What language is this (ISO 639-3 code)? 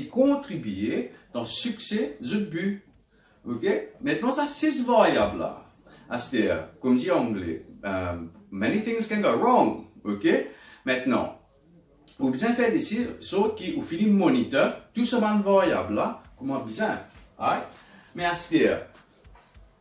mfe